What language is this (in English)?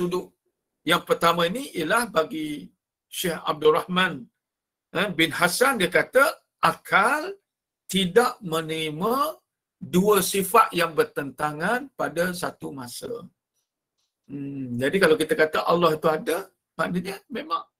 Malay